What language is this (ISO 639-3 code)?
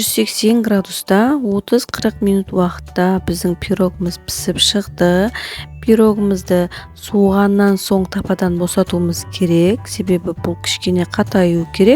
kaz